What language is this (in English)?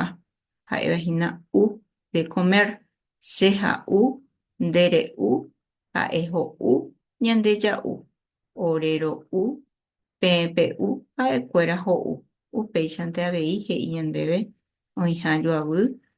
Guarani